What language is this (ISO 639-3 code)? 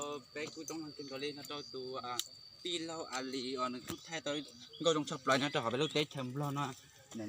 hmn